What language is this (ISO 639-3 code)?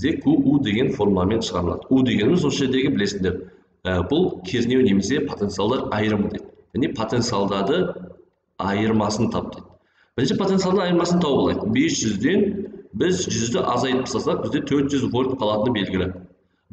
kaz